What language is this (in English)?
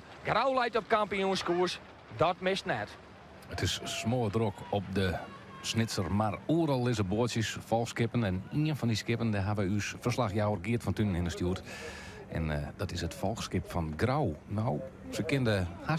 Western Frisian